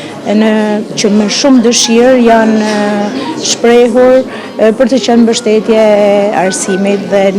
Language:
Albanian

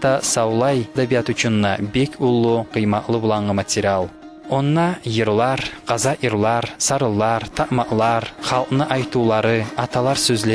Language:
Kumyk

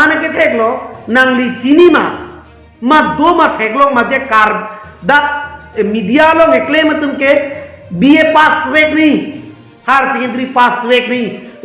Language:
Karbi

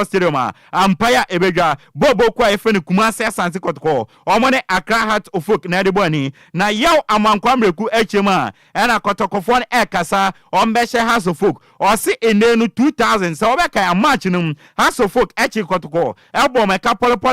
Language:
Akan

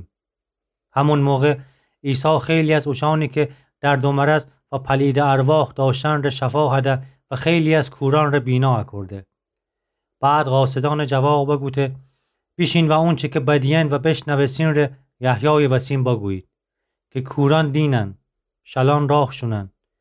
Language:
Gilaki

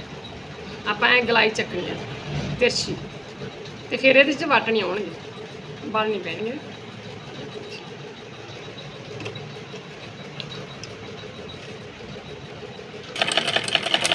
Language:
Punjabi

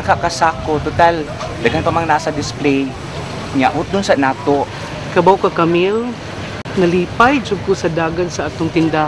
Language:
Cebuano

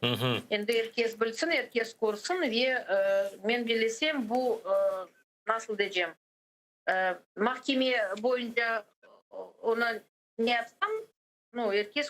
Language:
Crimean Tatar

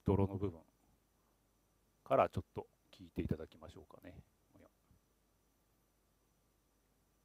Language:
Japanese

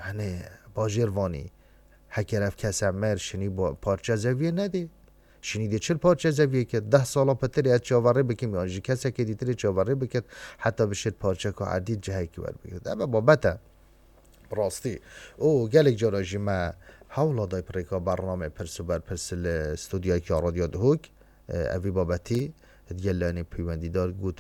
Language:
Kurdish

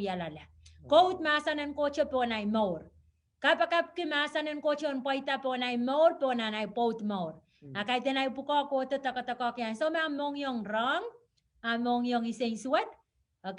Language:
Pohnpeian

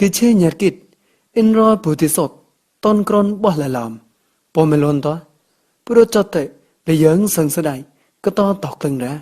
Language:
Mon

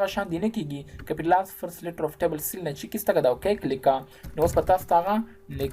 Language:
Pashto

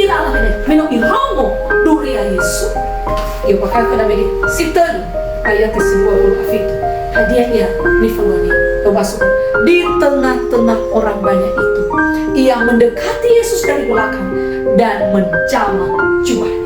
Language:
Nias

